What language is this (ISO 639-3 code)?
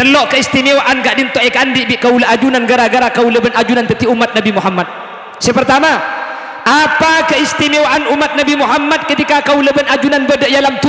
mad